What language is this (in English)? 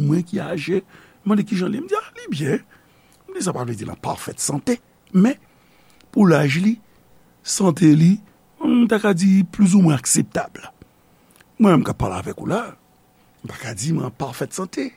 Haitian Creole